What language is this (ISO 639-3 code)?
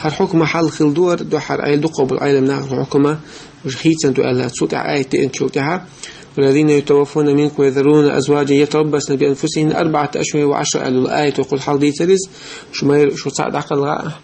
che